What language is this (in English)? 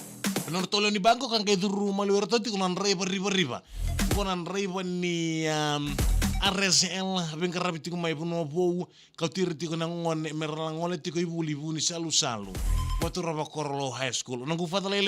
Fijian